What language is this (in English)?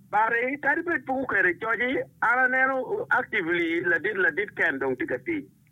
Acoli